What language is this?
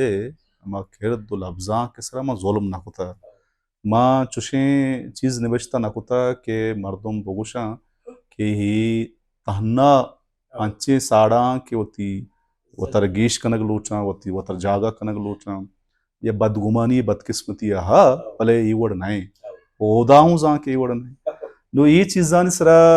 Baluchi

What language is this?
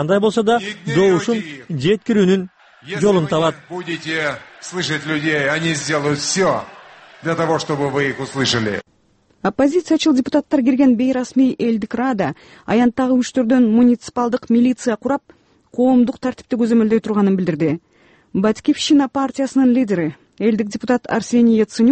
Kyrgyz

